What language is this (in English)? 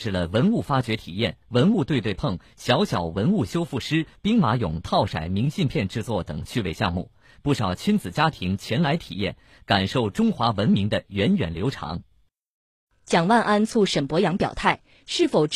Chinese